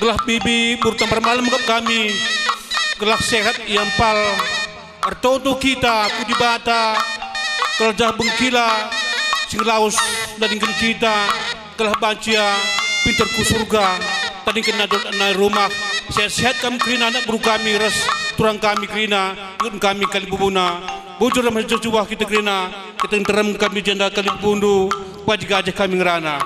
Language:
Batak Karo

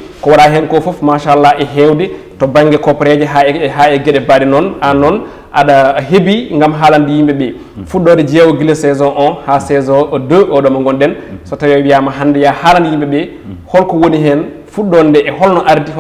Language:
Fula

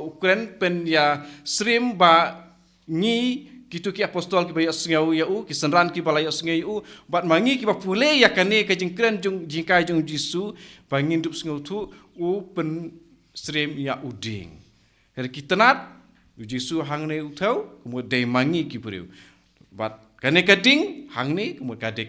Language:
Khasi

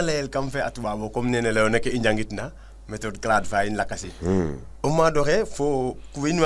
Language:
Serer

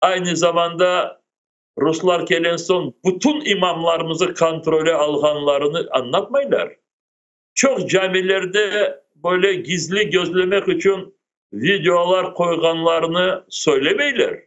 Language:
Crimean Tatar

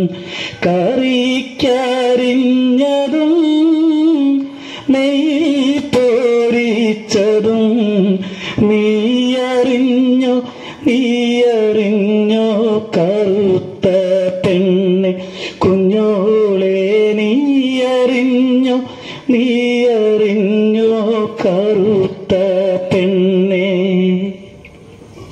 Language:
Malayalam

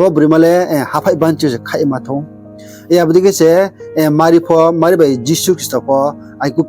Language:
Riang (India)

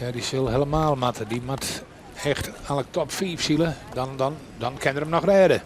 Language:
Western Frisian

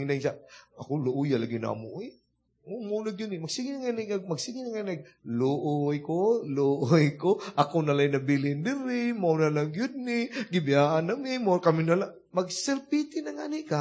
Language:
Cebuano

